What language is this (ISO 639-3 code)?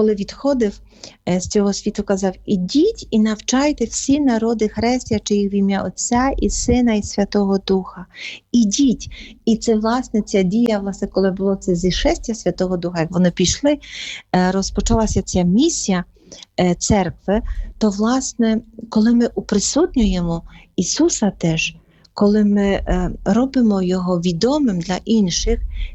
ukr